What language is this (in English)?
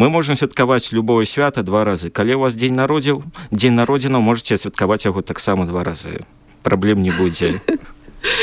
Belarusian